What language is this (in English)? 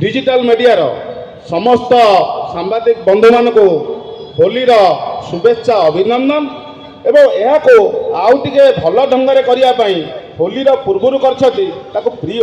Odia